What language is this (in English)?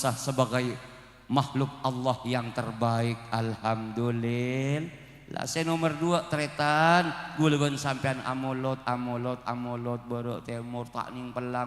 Madurese